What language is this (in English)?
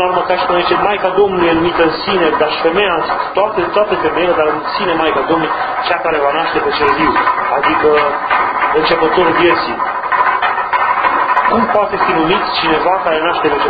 Romanian